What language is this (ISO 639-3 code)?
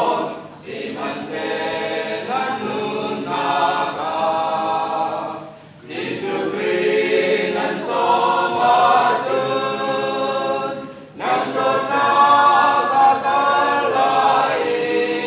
cnh